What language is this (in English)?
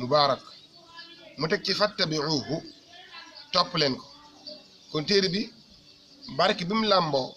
Wolof